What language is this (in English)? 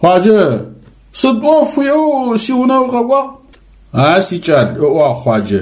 Adyghe